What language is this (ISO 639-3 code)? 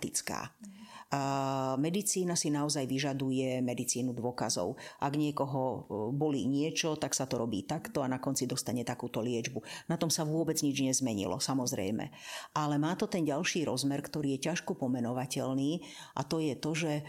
slk